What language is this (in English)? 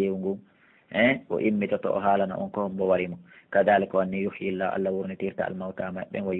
Pular